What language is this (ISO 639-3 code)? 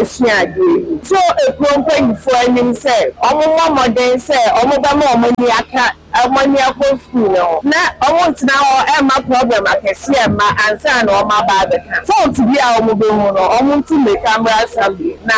aka